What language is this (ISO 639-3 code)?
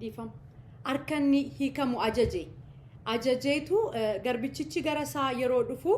orm